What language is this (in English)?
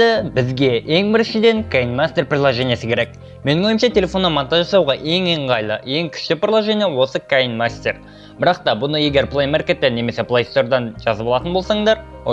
Kazakh